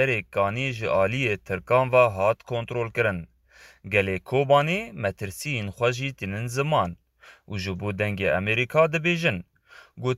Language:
Kurdish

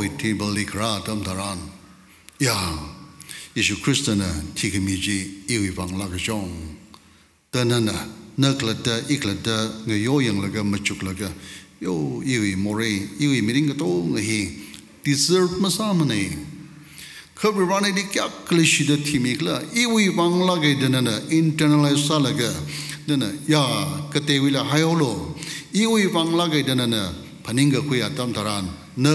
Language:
Tangkhul Naga (India)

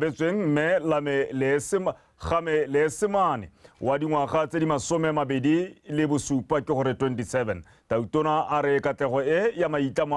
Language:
Tswana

